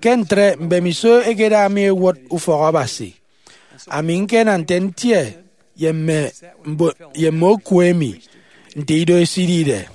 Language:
Efik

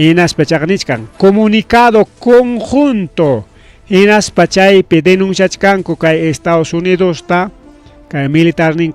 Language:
Ayacucho Quechua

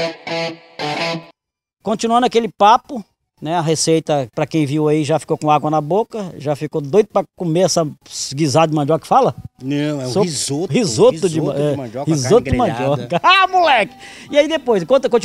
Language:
Portuguese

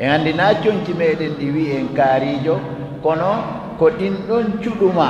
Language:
Fula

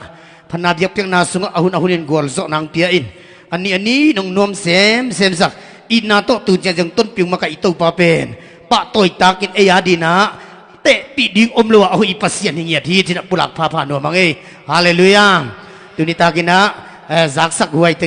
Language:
Tedim Chin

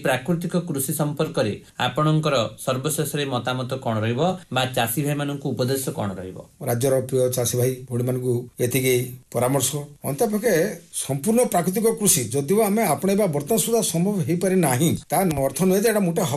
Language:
Odia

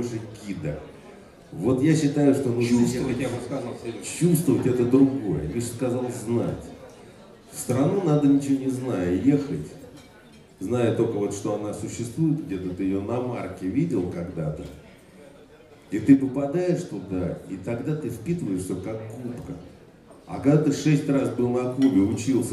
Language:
Russian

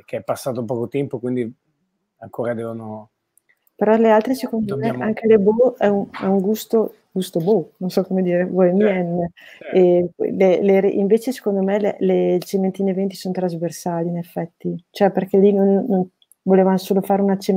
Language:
Italian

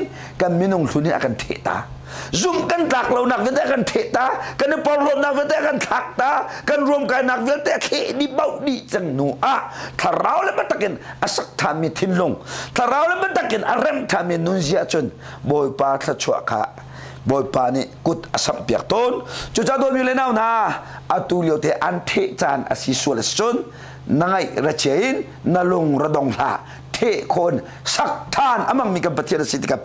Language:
Hakha Chin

